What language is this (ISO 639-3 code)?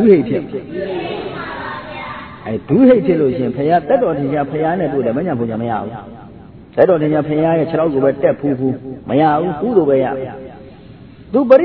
mya